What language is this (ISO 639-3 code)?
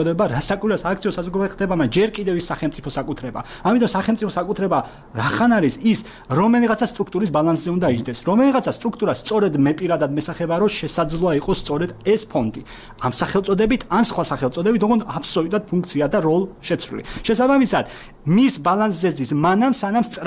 kat